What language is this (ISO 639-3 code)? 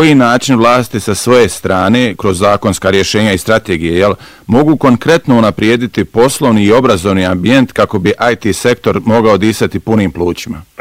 bos